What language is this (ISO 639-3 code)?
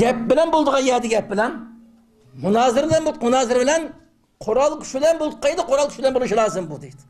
uig